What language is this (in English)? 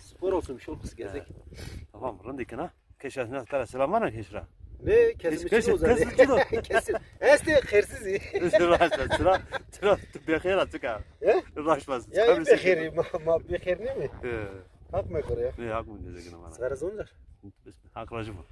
Zaza